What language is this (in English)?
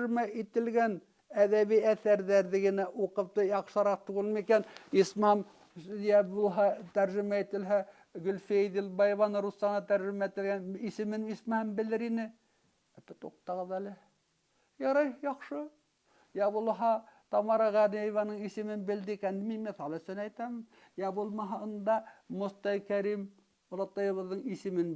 Bashkir